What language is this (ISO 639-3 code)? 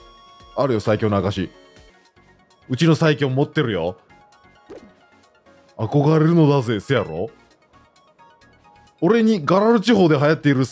jpn